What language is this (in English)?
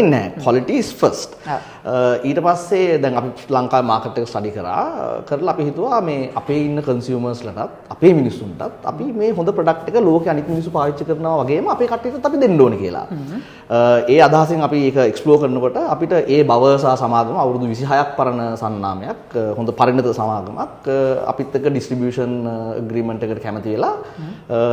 Sinhala